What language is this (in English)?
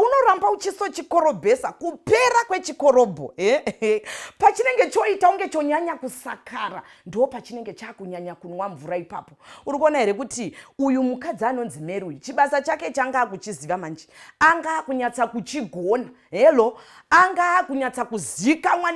Shona